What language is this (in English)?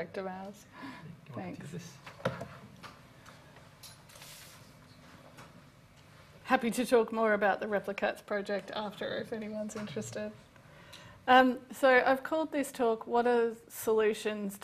English